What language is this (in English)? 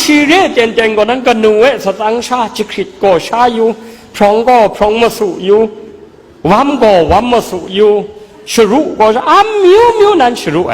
Kachin